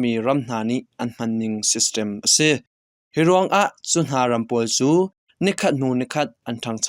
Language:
Hakha Chin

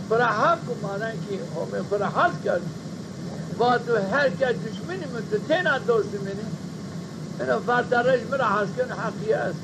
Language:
Zaza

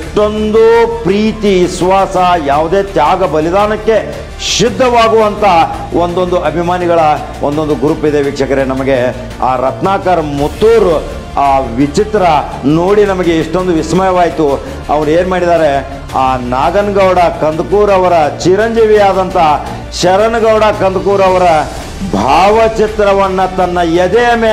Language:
Kannada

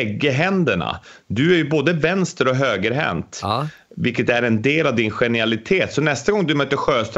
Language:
Swedish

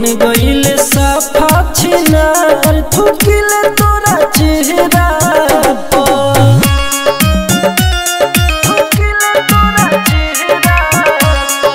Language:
Bhojpuri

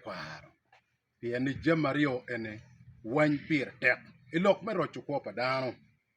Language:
Acoli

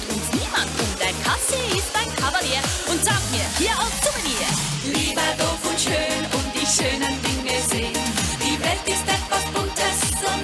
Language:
Swiss German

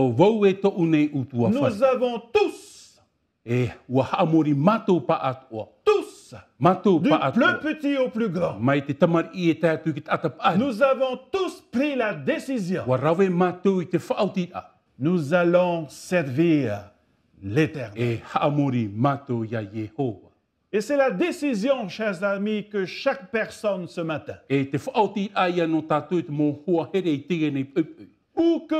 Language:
Tahitian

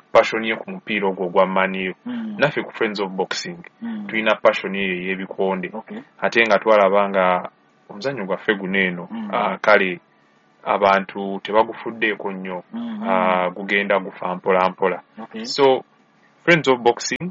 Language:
Ganda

